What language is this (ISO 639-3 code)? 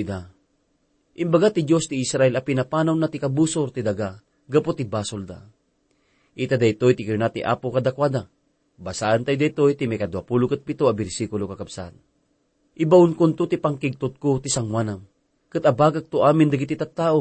ilo